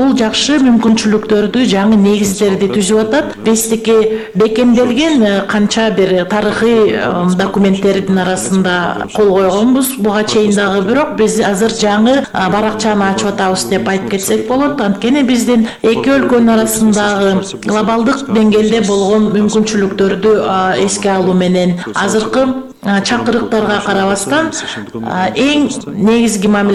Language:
Kyrgyz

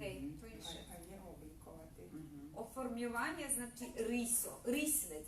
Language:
Rusyn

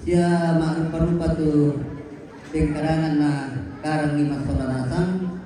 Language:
Toraja-Sa'dan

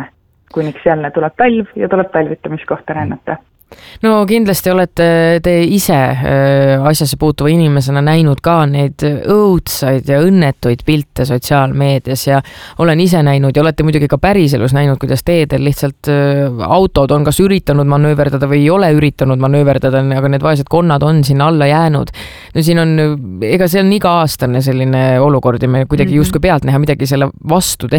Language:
Estonian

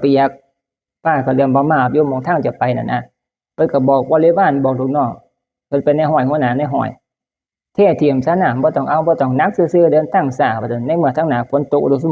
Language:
Northeastern Thai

